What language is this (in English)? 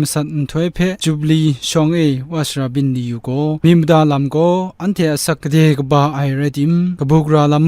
Kachin